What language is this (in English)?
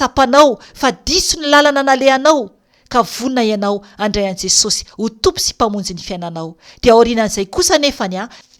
Malagasy